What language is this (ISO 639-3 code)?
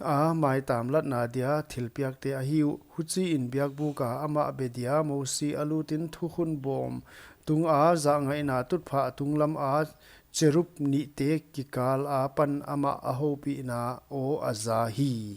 pck